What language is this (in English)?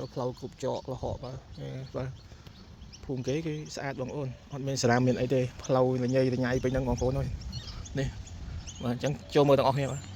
Khmer